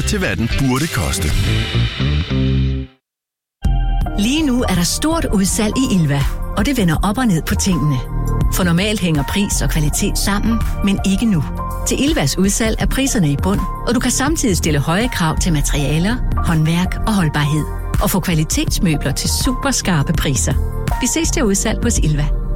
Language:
Danish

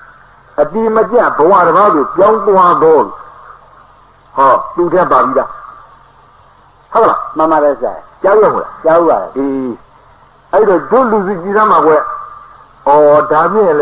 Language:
Burmese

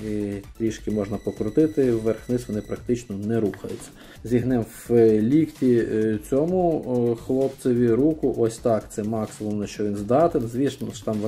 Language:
Ukrainian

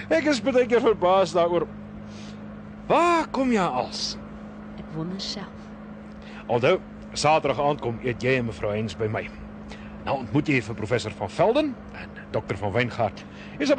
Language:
Afrikaans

